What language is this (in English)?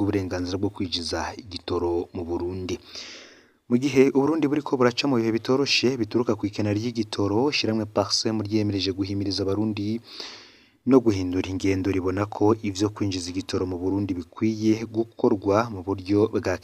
Rundi